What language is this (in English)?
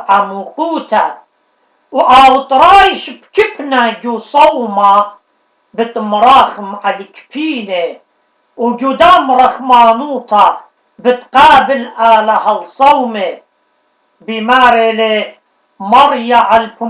Assyrian Neo-Aramaic